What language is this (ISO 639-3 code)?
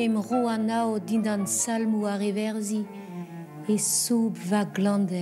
bre